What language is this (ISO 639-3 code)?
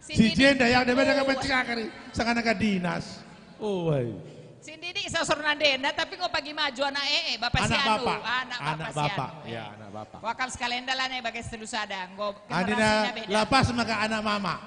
btx